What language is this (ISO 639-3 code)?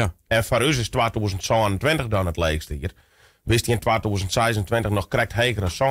fry